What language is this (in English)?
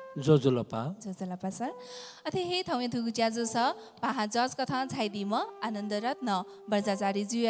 Newari